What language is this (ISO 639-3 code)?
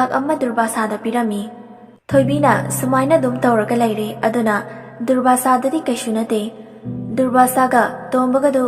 mni